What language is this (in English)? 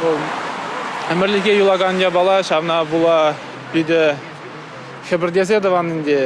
Chuvash